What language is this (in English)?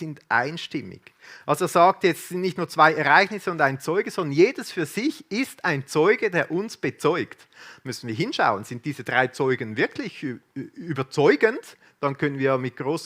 Swiss German